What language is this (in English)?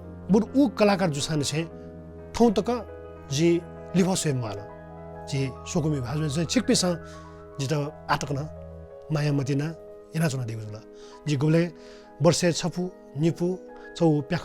Newari